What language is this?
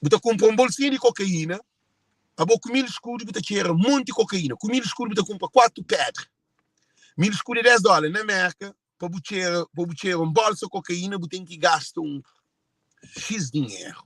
Kabuverdianu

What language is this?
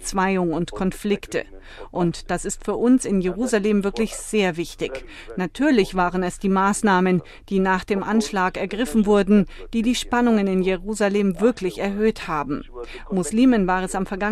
German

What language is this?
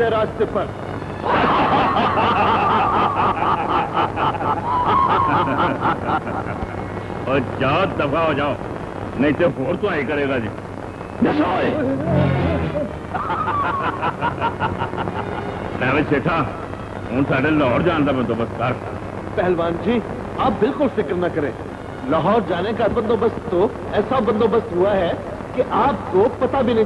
Punjabi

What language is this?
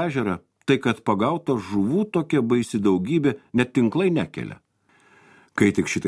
Lithuanian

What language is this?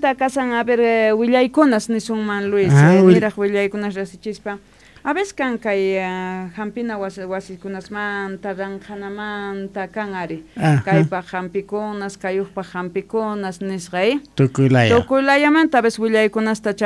South Bolivian Quechua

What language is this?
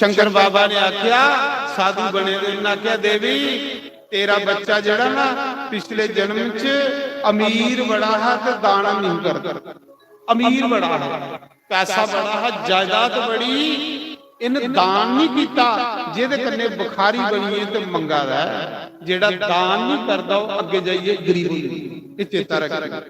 Dogri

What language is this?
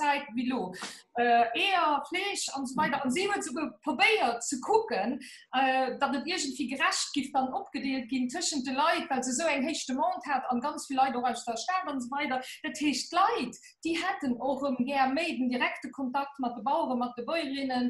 Luxembourgish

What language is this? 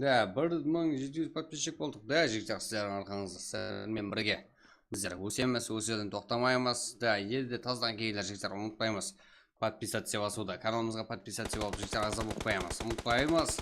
Kara-Kalpak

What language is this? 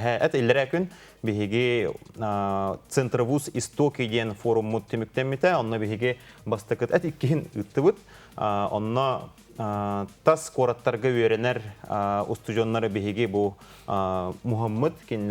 Yakut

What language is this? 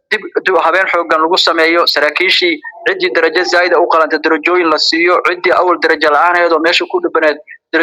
Somali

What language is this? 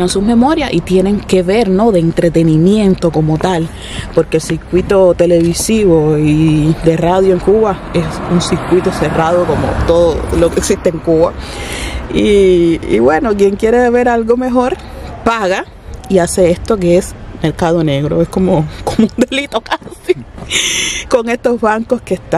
Spanish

